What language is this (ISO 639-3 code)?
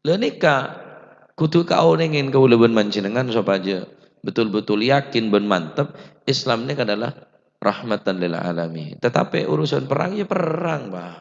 mad